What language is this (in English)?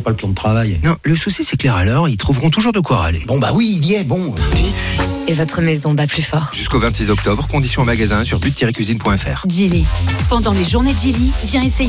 French